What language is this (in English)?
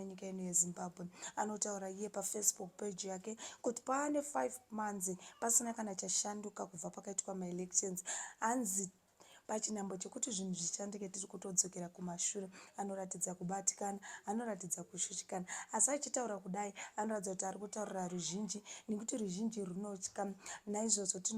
Shona